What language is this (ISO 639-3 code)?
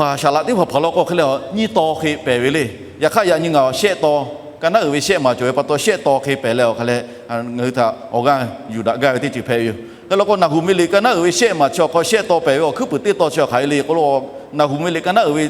lhu